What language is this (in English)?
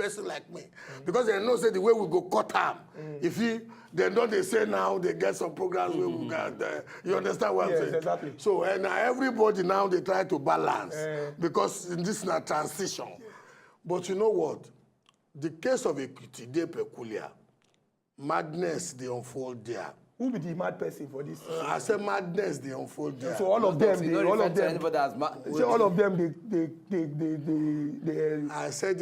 Nigerian Pidgin